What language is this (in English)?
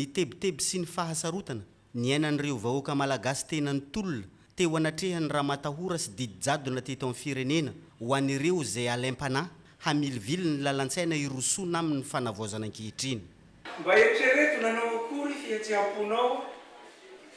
Malagasy